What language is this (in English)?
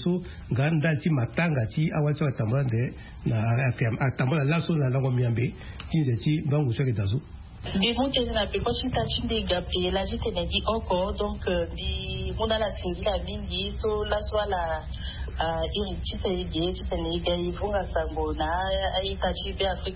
Sango